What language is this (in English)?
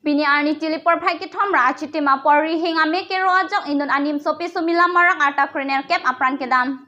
Karbi